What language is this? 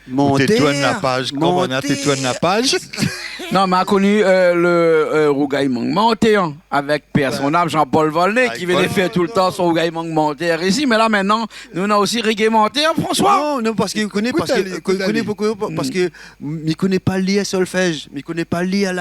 Réunion Creole French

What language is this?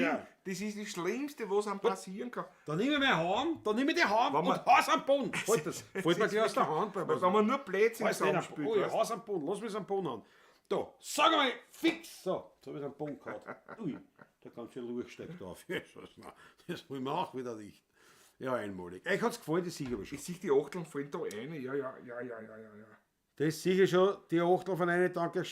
Bavarian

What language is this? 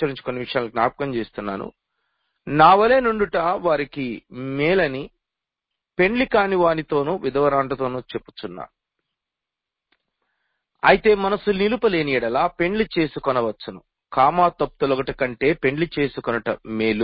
Telugu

